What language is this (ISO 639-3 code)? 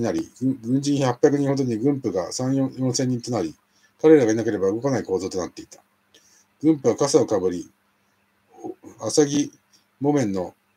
jpn